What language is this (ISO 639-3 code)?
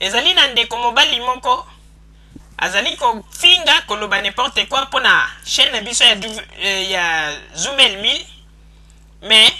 lin